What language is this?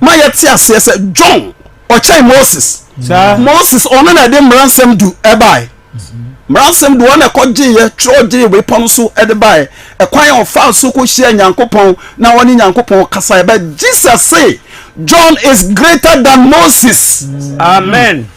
Akan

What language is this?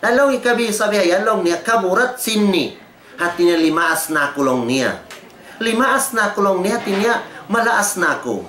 Tausug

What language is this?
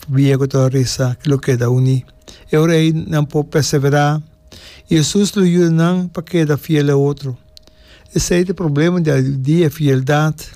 Papiamento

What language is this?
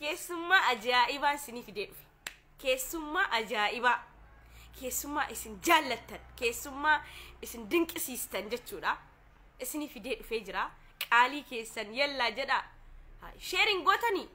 Oromo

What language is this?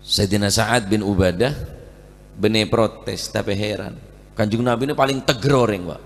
Madurese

